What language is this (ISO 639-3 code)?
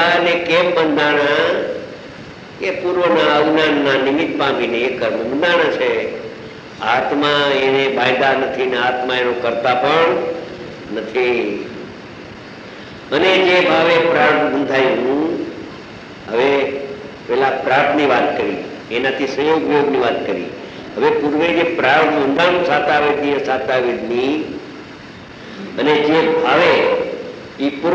guj